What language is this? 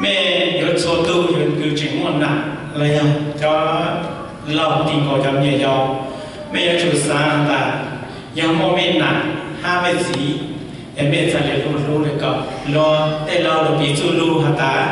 Hmong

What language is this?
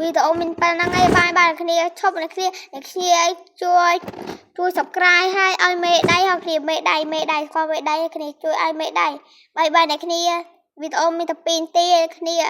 Khmer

